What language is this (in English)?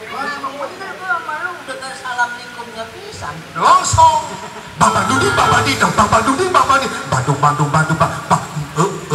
Betawi